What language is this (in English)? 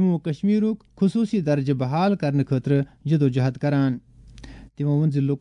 Kashmiri